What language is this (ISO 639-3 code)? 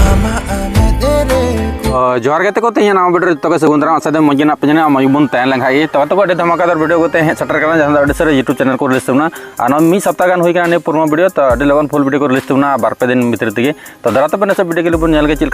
sat